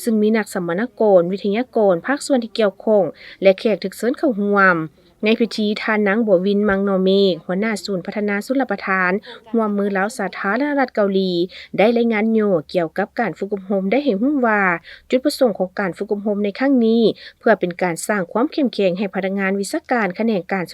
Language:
Lao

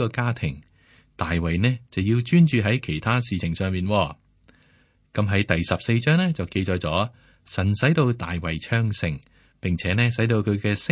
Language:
Cantonese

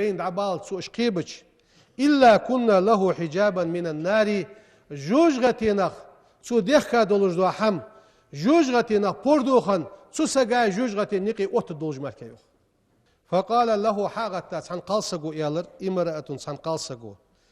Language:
Ingush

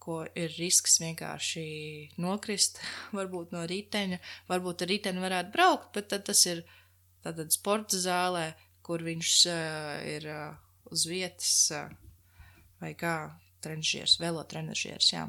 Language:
Latvian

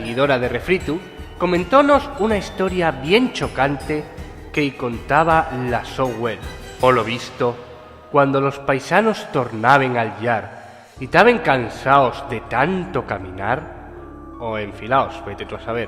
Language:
Asturian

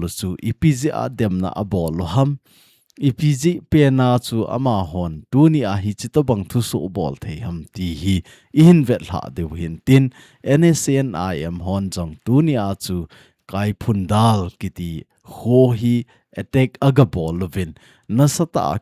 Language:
Thado Chin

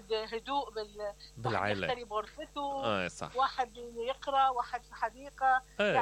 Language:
Mesopotamian Arabic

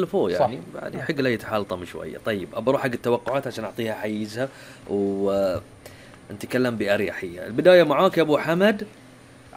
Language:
Gulf Arabic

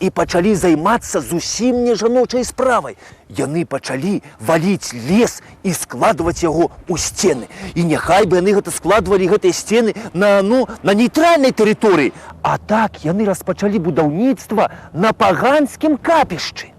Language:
Belarusian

